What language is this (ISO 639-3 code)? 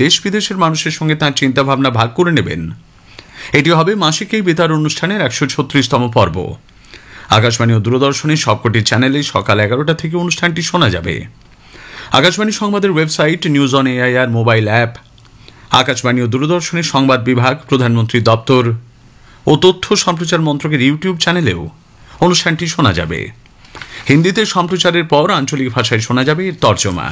ben